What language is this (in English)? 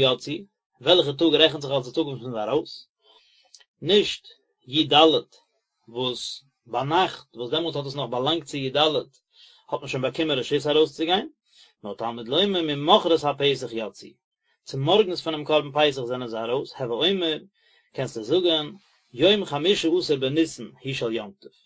Yiddish